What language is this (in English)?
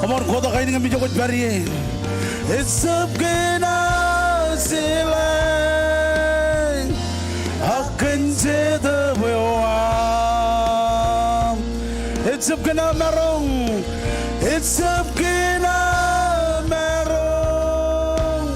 Marshallese